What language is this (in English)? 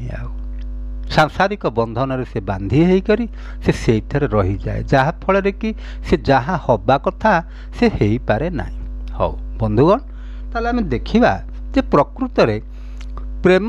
Odia